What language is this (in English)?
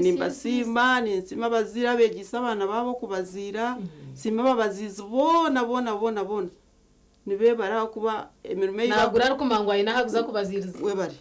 Nyankole